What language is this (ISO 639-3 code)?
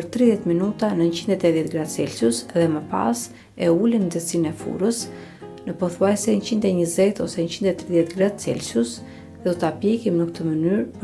sqi